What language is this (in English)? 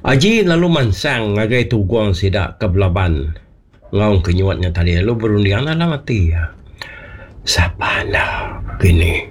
Iban